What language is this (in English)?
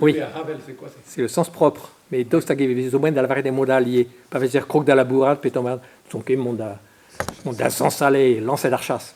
Breton